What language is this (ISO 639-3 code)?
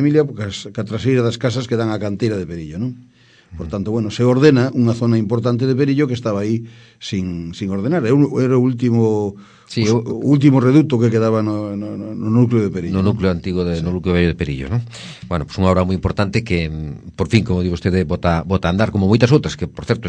glg